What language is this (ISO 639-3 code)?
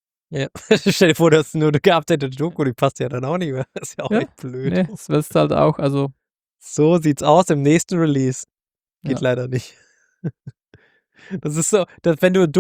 deu